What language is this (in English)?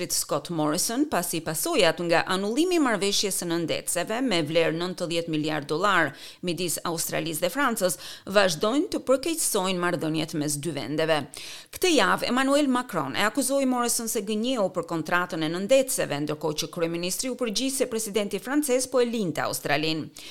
Albanian